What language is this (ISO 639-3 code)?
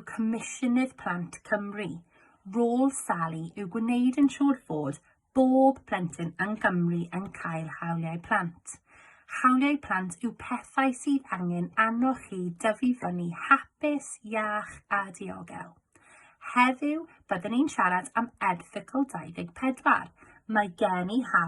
cym